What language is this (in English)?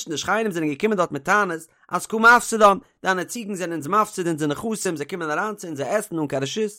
Yiddish